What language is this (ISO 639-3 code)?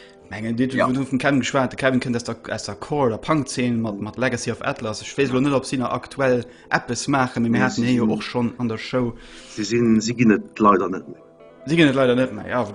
ltz